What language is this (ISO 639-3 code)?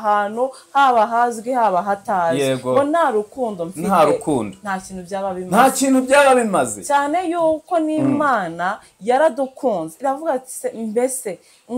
kin